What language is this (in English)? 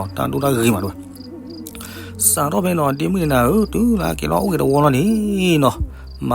S'gaw Karen